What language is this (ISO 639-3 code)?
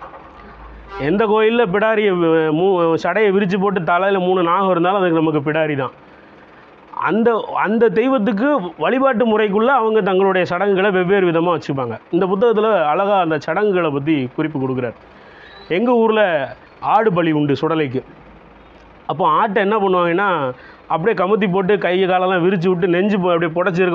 tam